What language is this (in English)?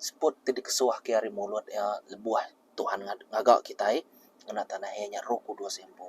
Iban